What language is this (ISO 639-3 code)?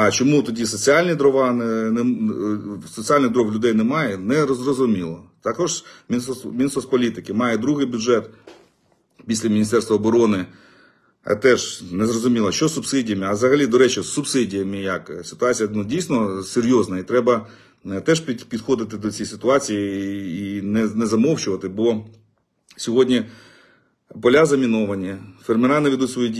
ukr